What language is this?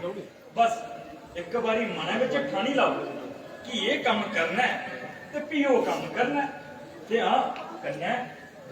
Dogri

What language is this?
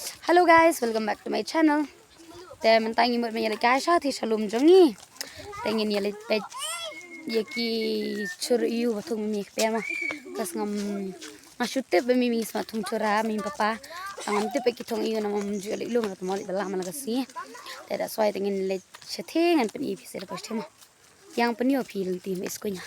Khasi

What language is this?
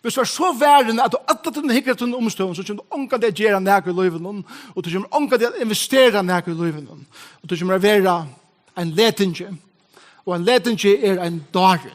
Faroese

